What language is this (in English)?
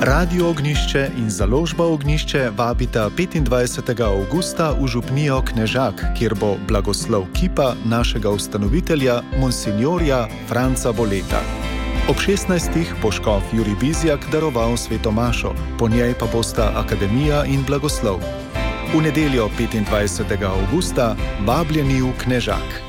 Slovenian